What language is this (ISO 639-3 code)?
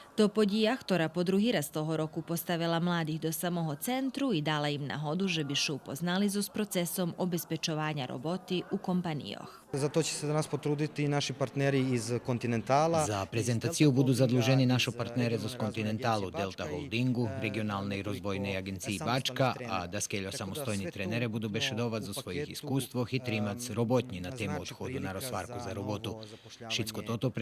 rue